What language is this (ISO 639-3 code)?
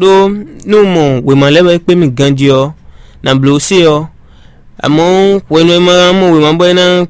fon